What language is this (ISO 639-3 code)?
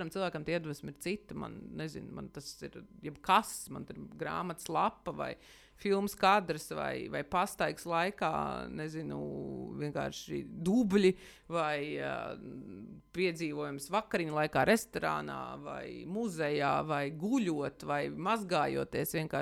lav